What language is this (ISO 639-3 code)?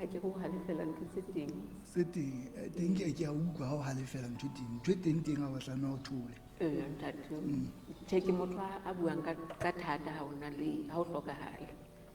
sot